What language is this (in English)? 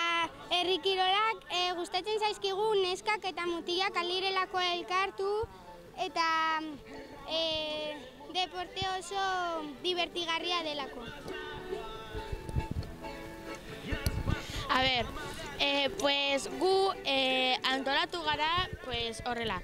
Basque